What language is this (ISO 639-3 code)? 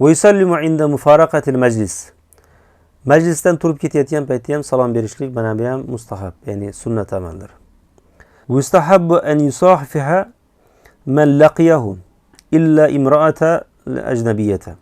uzb